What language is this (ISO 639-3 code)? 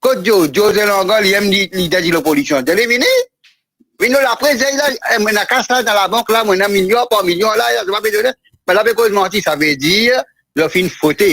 mfe